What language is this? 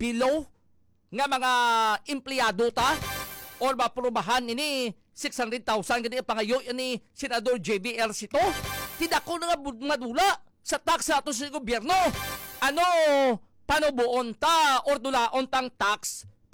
Hiligaynon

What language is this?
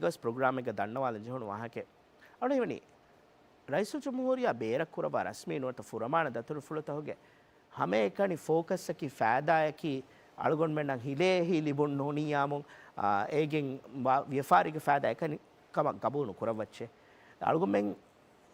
Divehi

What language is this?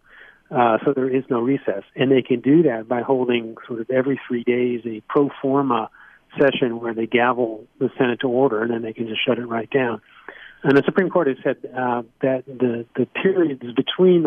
English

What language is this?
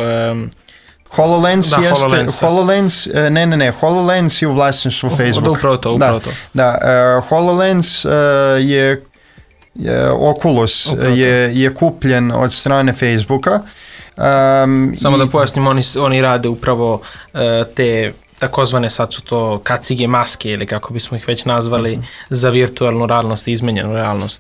Serbian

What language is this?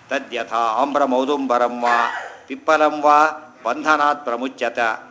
Kannada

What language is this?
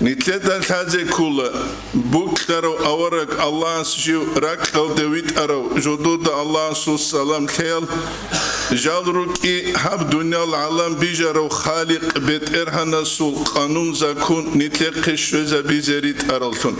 Avaric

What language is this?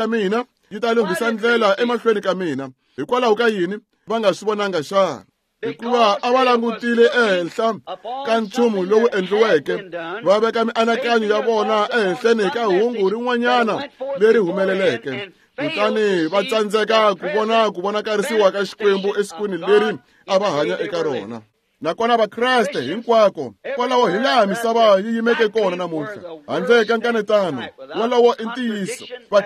Tsonga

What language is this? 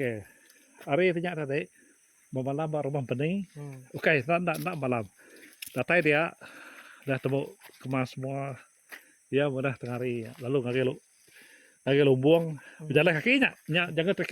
Iban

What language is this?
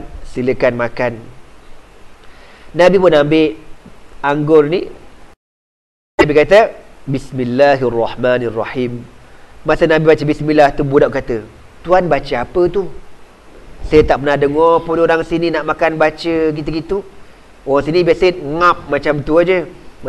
Malay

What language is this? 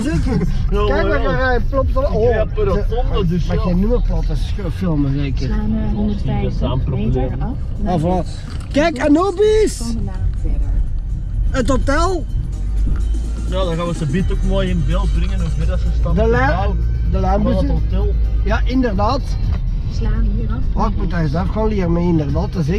Dutch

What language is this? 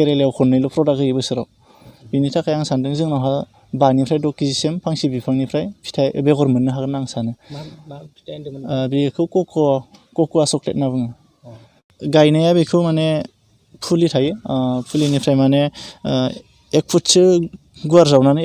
Bodo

